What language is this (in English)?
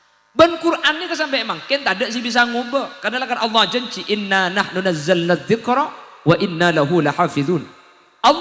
Madurese